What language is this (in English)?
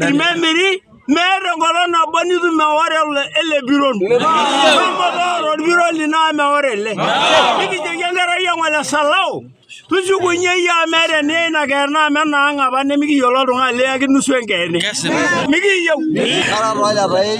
Masai